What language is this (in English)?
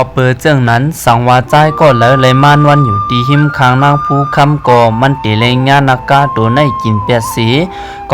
Shan